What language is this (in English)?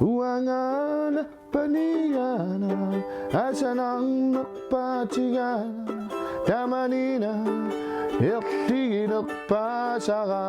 Kalaallisut